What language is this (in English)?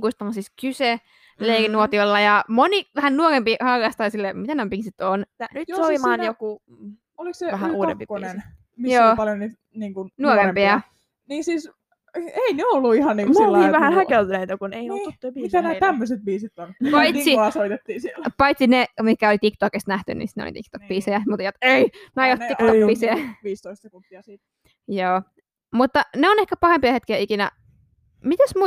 Finnish